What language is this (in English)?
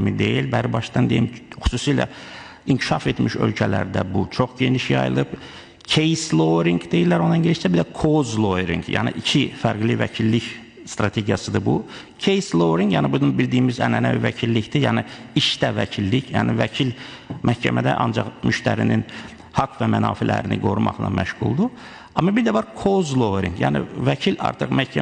Azerbaijani